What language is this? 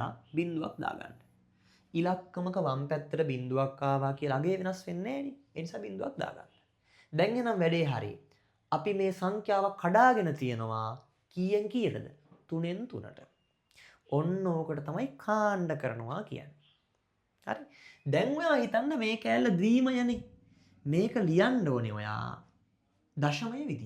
Sinhala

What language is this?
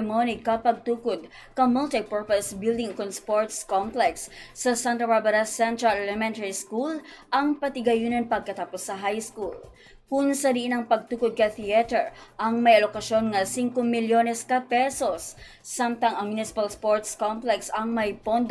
Hiligaynon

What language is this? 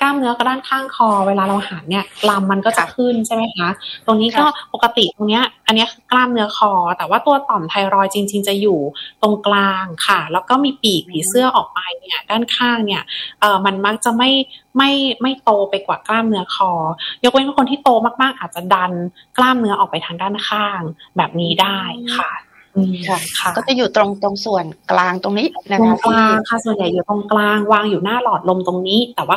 Thai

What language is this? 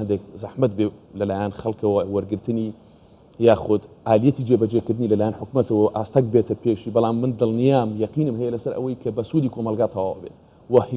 Central Kurdish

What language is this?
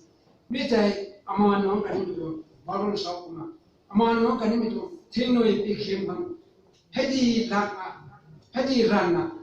Rongmei Naga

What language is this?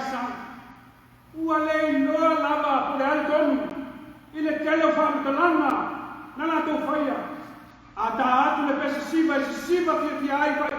Samoan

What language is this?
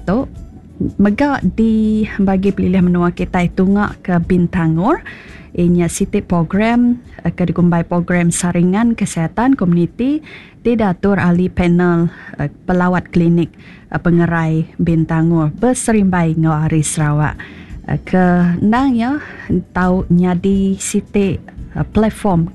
Iban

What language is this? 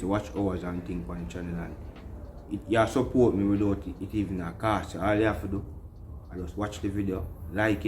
Jamaican Creole English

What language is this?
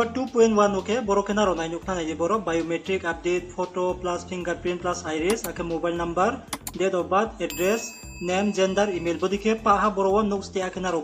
Riang (India)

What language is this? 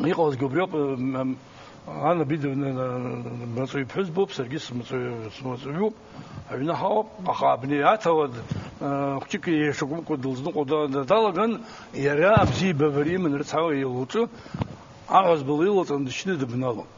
Abkhazian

